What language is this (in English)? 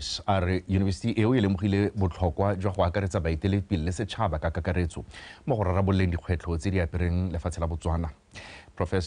Tswana